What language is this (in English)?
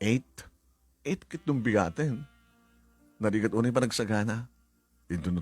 Iloko